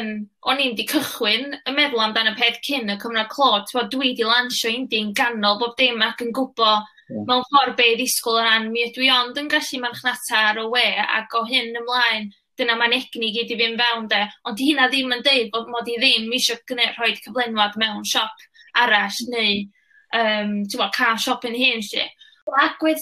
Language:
Welsh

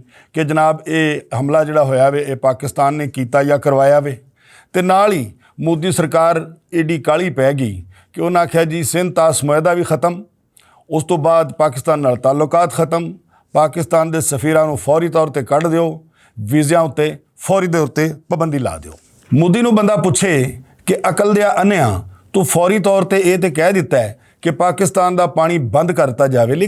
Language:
Western Panjabi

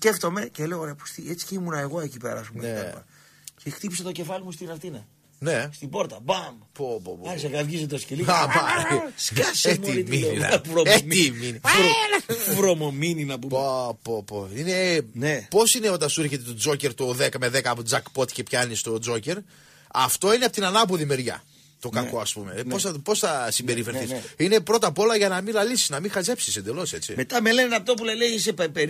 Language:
Greek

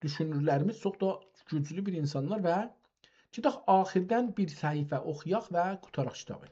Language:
South Azerbaijani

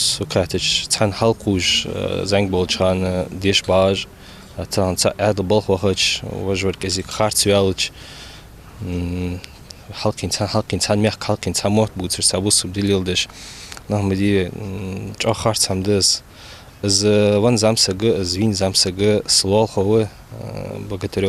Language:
Ingush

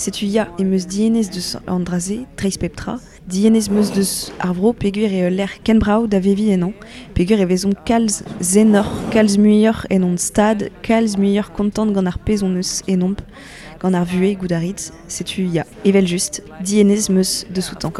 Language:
Breton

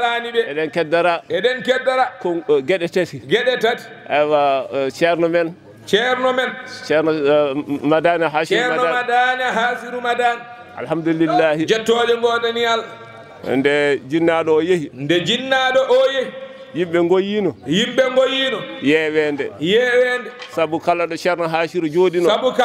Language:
Fula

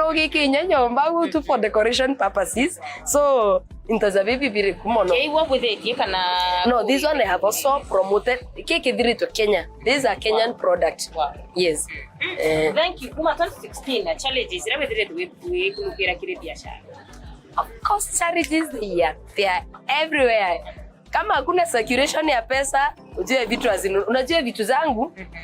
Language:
Meru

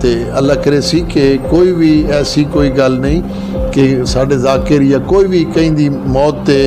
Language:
Saraiki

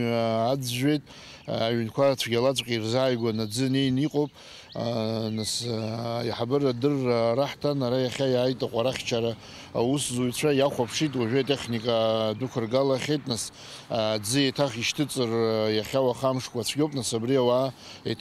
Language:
Abkhazian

